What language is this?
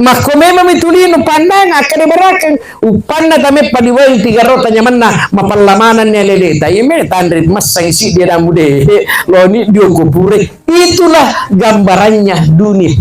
Buginese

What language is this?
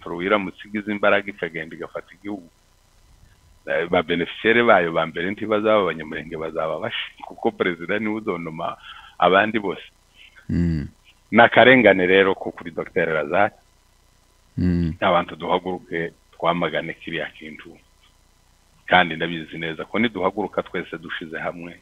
Kinyarwanda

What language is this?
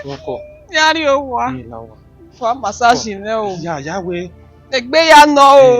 Bini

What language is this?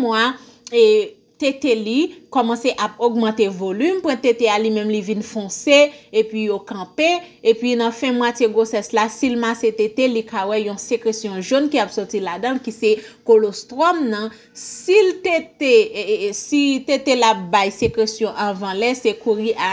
Haitian Creole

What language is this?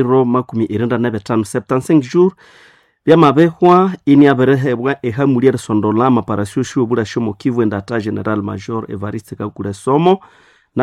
Nande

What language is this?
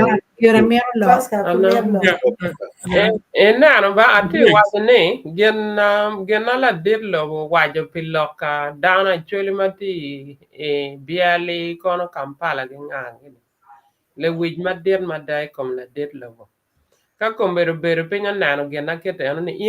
Acoli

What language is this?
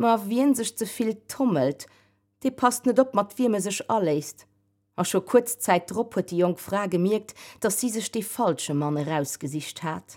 Luxembourgish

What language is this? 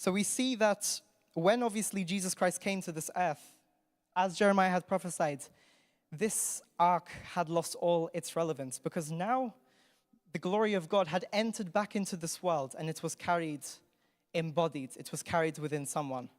English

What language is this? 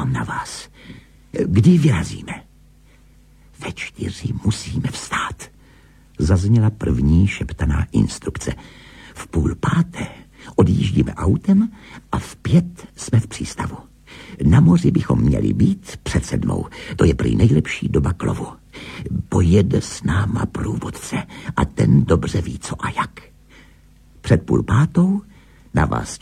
Czech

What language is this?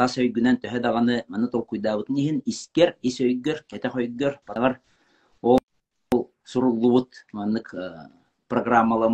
Yakut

